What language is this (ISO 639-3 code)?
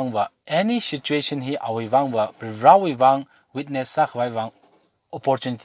nmf